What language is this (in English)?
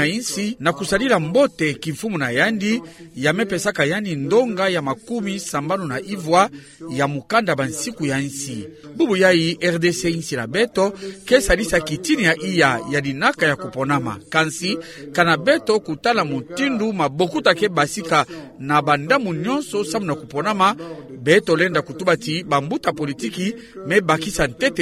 Kituba (Democratic Republic of Congo)